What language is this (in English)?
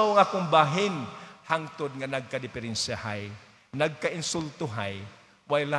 Cebuano